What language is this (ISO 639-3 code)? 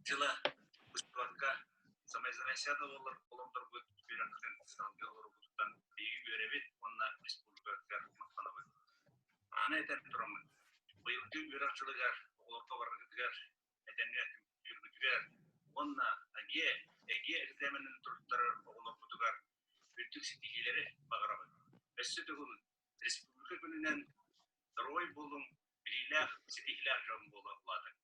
sah